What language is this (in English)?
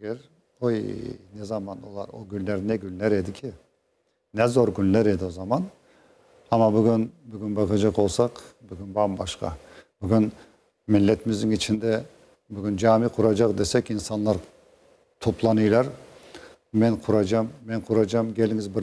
Crimean Tatar